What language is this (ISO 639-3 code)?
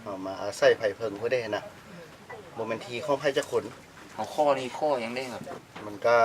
tts